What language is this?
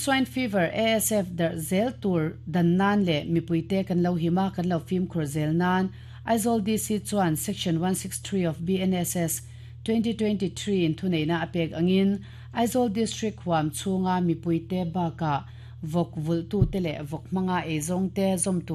Mizo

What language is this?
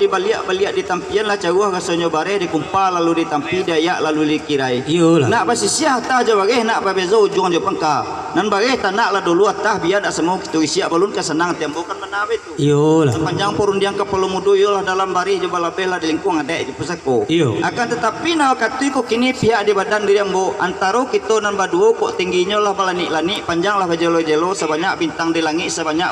Minangkabau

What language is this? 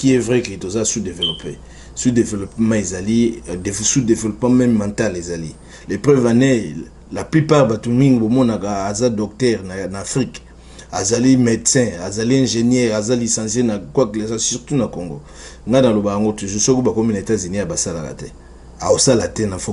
Lingala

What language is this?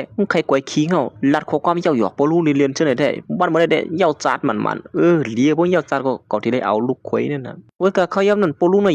Shan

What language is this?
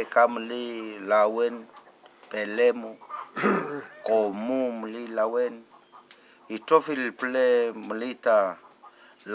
Mapuche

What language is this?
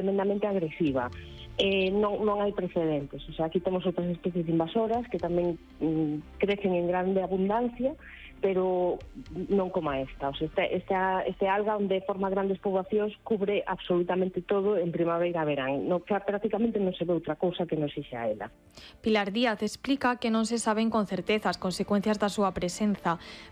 Galician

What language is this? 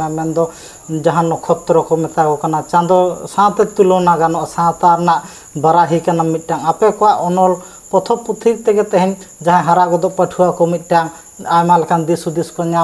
Santali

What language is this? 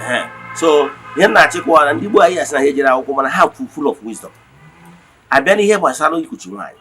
Igbo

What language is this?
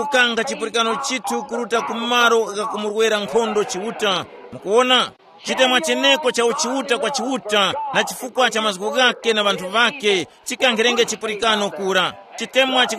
Tumbuka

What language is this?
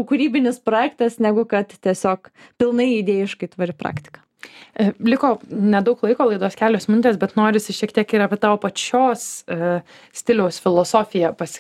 Lithuanian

